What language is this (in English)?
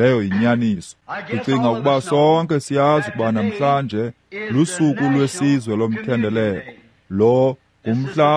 Xhosa